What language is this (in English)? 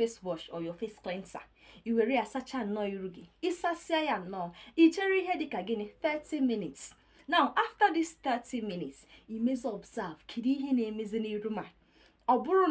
Igbo